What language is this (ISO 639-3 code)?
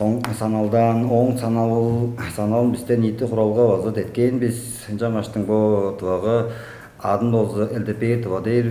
tyv